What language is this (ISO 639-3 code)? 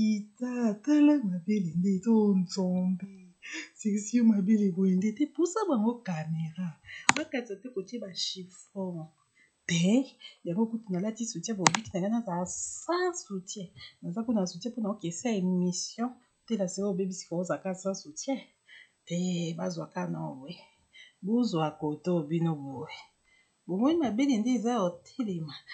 lin